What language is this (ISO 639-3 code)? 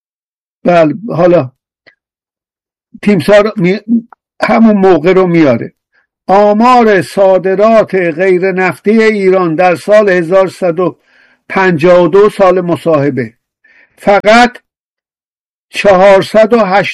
fas